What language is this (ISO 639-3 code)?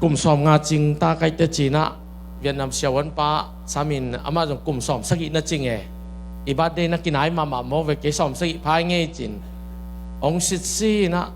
ctd